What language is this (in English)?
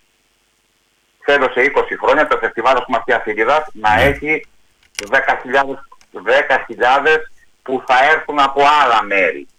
Greek